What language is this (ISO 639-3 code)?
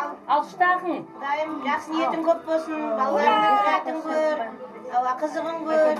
kaa